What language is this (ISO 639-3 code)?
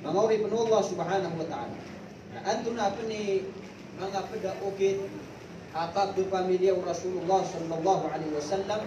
mrw